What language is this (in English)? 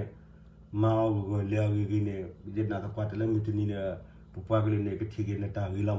S'gaw Karen